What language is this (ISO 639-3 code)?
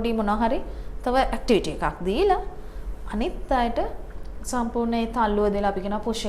sin